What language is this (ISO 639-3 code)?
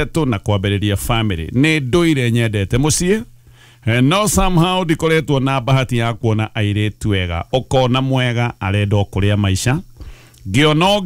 kik